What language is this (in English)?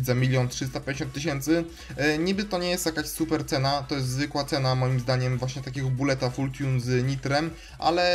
Polish